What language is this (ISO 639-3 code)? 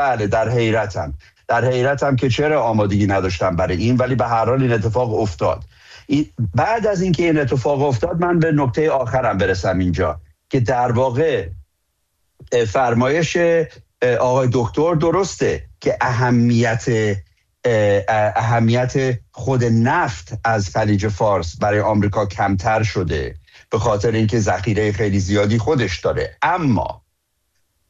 fas